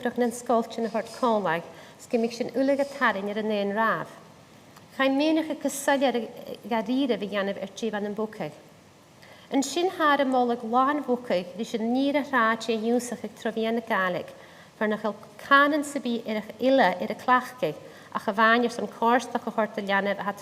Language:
Scottish Gaelic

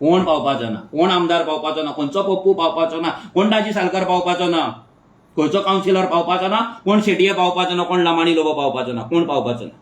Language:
Konkani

